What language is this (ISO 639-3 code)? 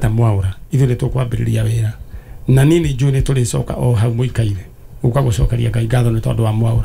kik